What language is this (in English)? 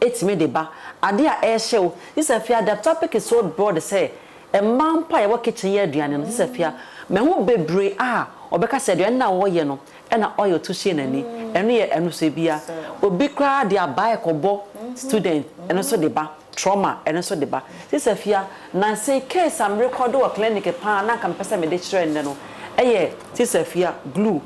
Akan